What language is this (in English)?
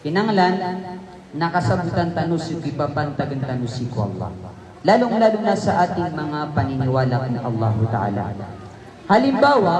Maranao